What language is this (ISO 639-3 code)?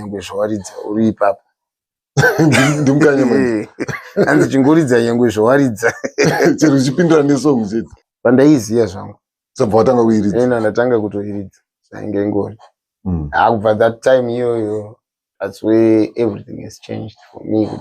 sna